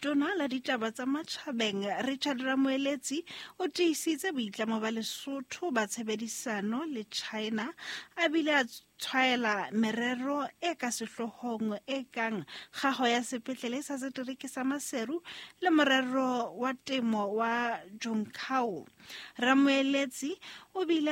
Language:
Southern Sotho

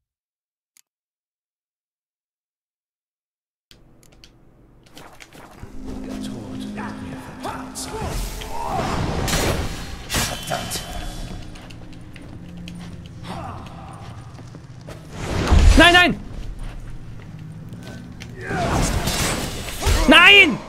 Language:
German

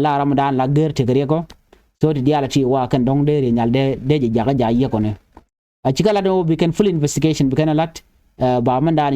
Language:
Nuer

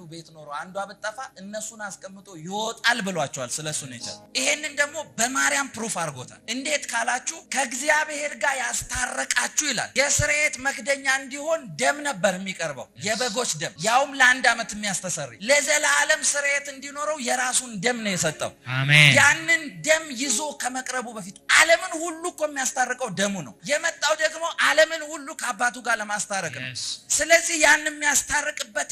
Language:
Amharic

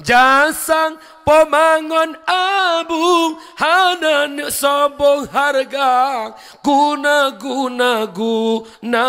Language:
Achinese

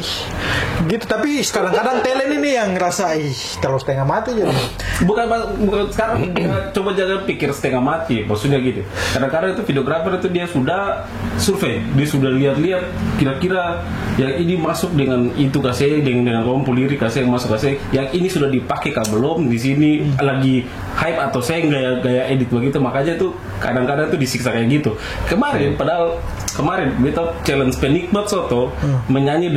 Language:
Ambonese Malay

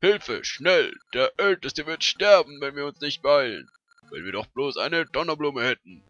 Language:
Swiss German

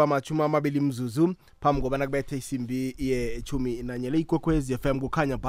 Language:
South Ndebele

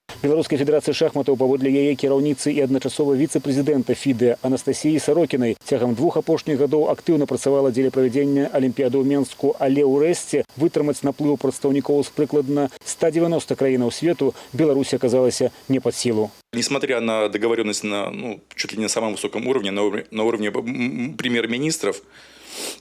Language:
Belarusian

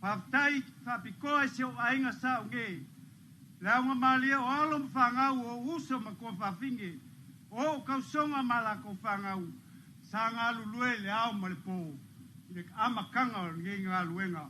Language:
Samoan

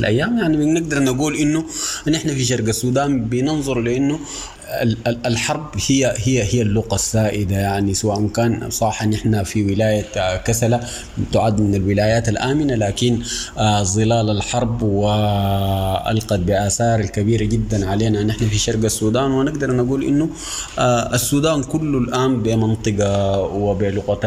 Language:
Sudanese Arabic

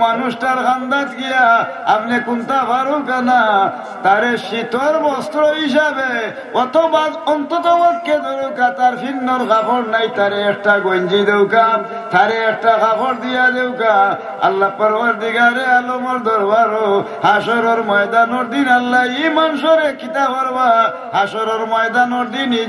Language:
Sylheti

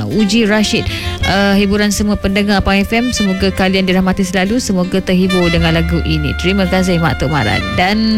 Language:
Malay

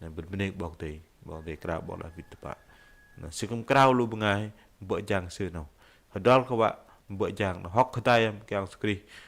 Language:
Bahnar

